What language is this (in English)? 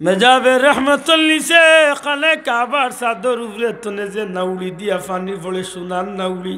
Sylheti